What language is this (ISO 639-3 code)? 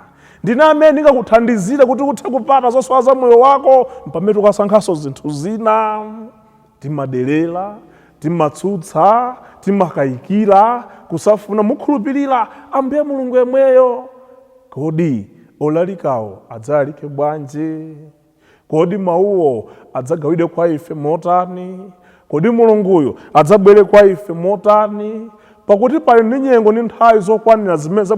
nya